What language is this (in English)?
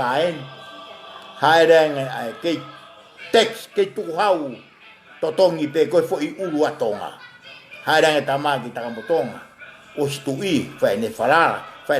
Tongan